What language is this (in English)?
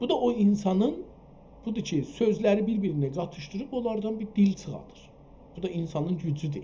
South Azerbaijani